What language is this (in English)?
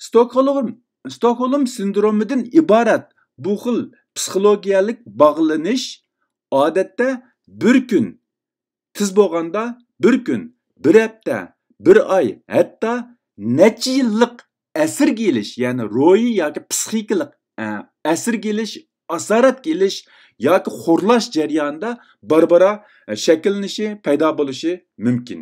Uyghur